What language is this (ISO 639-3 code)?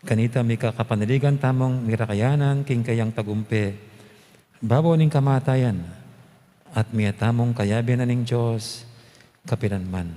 pam